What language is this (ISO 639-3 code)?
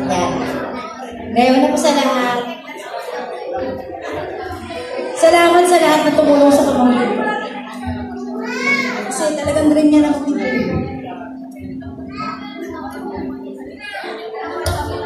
fil